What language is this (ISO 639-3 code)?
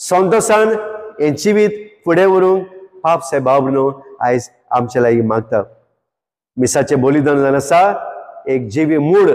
kok